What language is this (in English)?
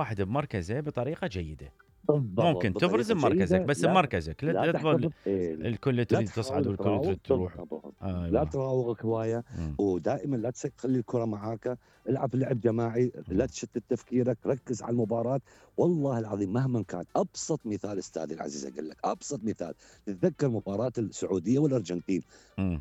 Mesopotamian Arabic